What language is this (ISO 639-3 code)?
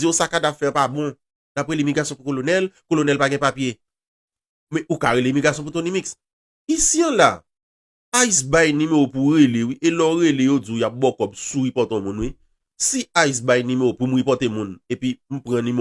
hat